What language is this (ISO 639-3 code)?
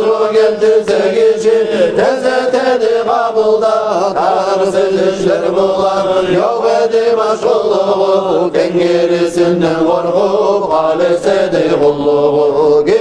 kum